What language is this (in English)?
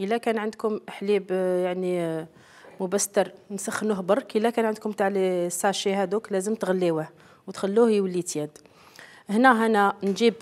Algerian Arabic